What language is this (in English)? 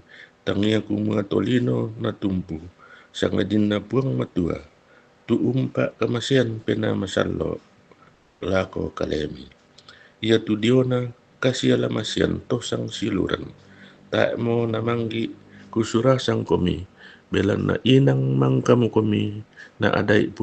Toraja-Sa'dan